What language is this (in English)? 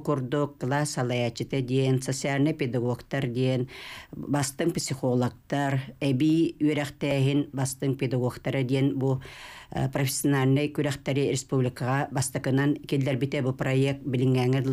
Yakut